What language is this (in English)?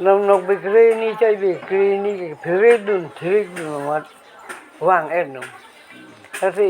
Karbi